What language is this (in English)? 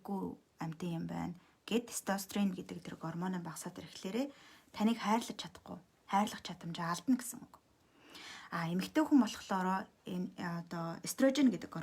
Mongolian